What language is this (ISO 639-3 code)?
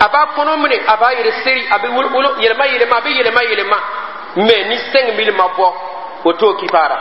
dyu